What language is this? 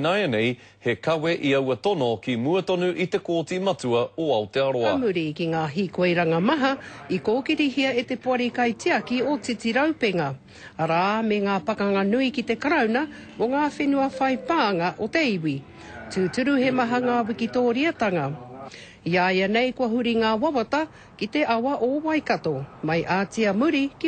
Māori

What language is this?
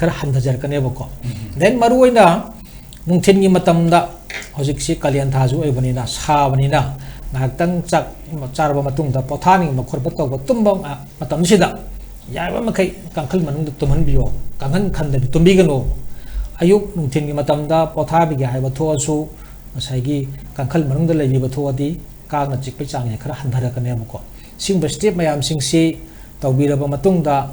Manipuri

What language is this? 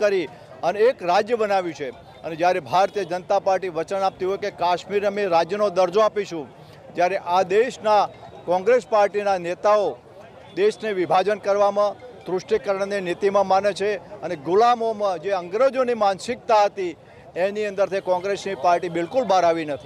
Gujarati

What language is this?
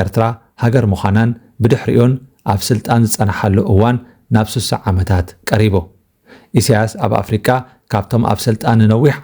Tigrinya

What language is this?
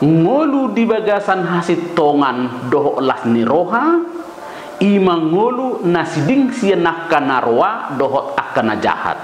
Batak Toba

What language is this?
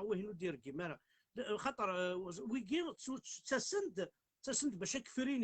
Kabyle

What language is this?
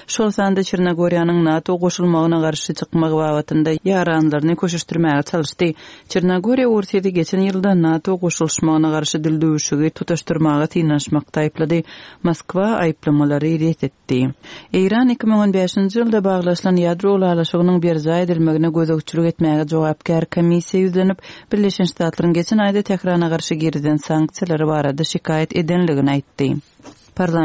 Turkmen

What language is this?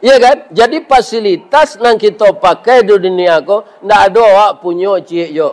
Minangkabau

